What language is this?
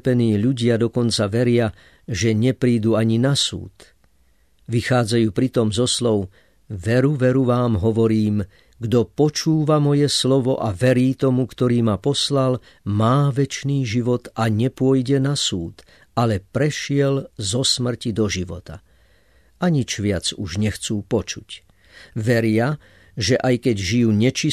Slovak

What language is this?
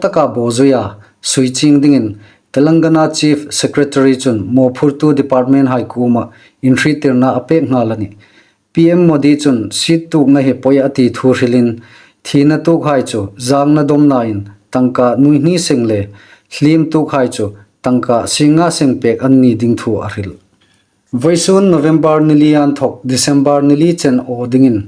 Hmar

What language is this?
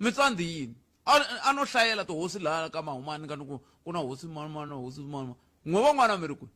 Tsonga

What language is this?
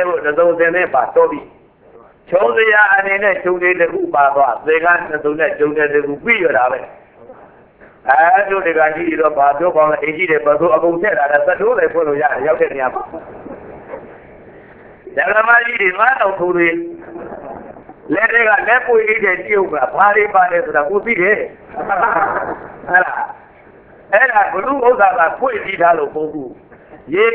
Burmese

